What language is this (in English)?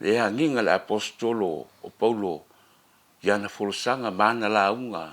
Samoan